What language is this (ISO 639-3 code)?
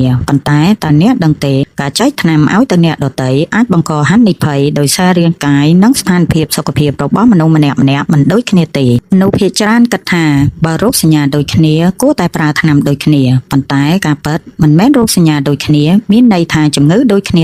khm